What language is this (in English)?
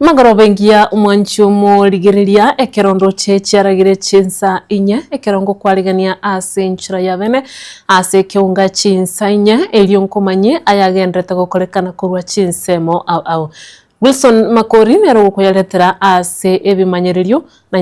Gusii